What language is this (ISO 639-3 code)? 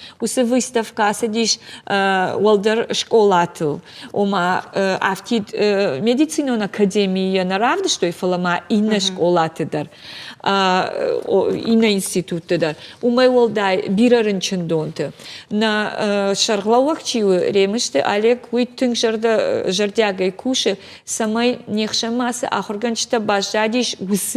oss